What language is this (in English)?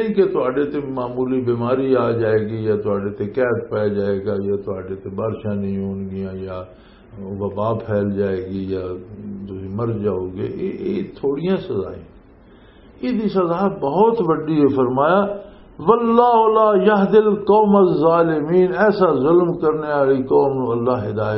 Western Panjabi